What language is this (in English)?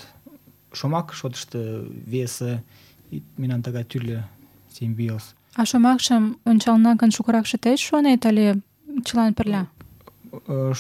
Mari